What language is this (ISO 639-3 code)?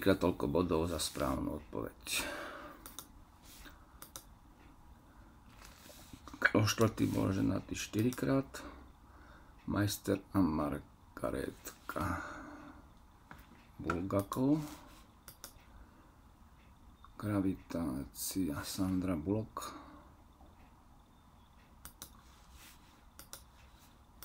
slk